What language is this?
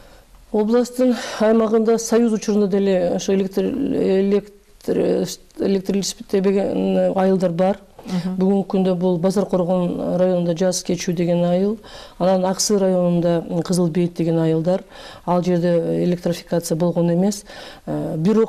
Kyrgyz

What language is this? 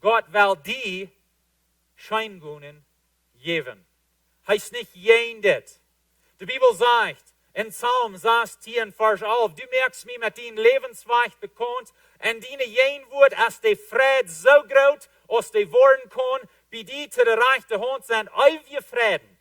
Plautdietsch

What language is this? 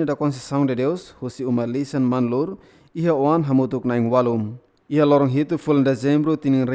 Tetum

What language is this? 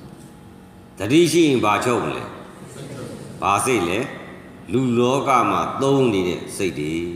Burmese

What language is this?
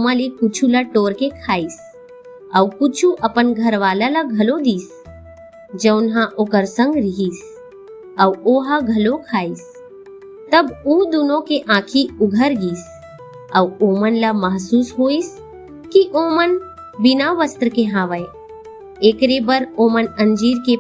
Chhattisgarhi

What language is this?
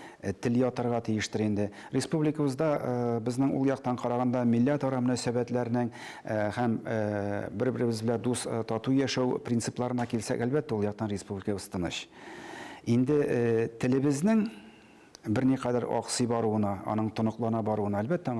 Tatar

